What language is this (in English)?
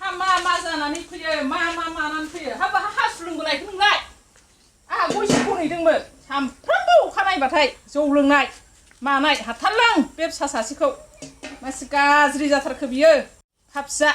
Bodo